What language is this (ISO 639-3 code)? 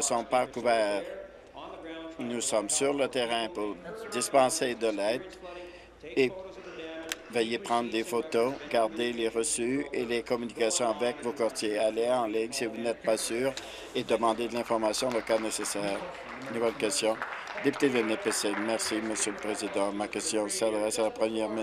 fra